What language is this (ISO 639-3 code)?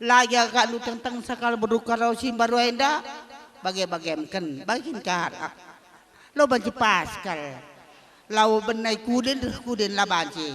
btx